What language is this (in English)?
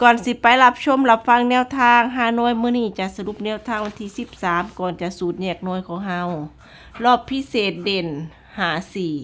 Northeastern Thai